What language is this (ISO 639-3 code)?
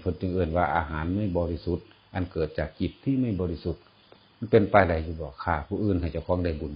tts